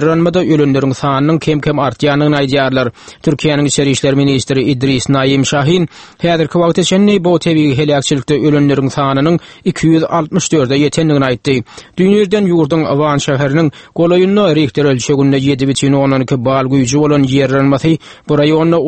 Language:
Turkmen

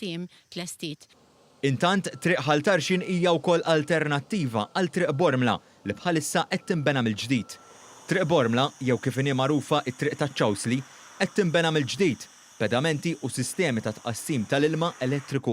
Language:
Maltese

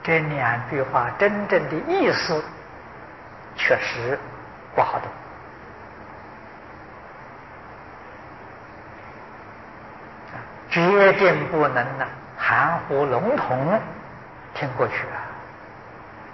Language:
Chinese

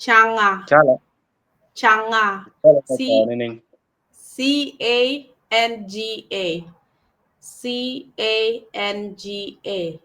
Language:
Acoli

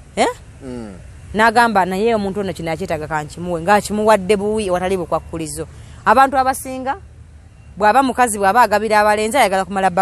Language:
Ganda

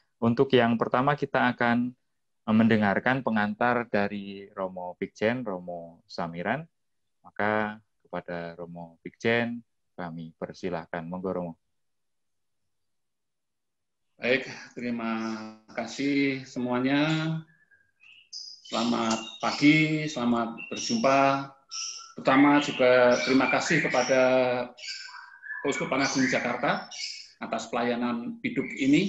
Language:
Indonesian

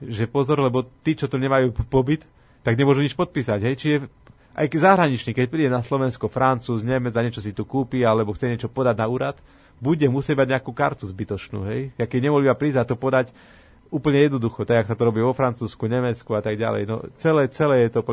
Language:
Slovak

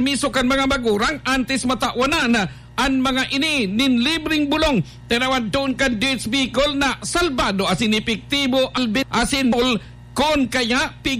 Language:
Bikol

